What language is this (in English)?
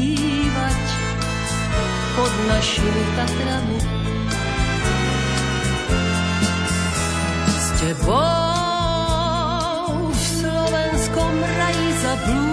Slovak